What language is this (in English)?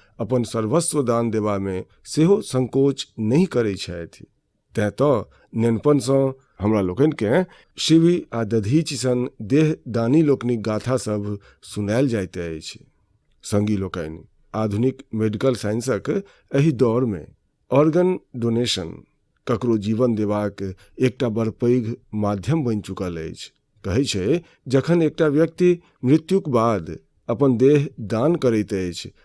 Maithili